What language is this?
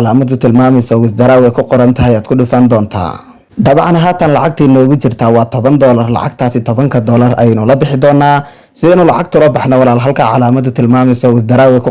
Somali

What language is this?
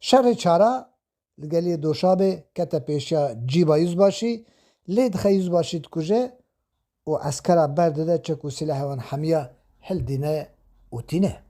Kurdish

